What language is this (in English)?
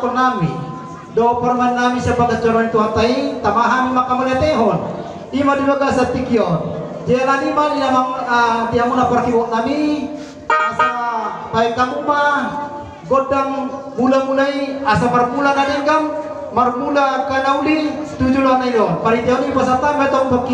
Batak Toba